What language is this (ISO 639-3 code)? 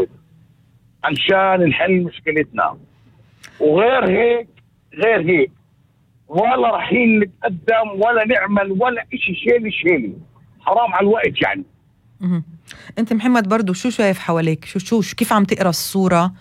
apc